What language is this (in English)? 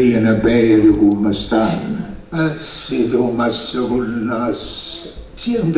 Neapolitan